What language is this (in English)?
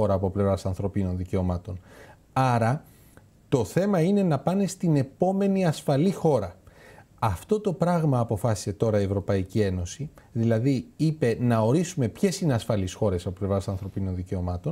Greek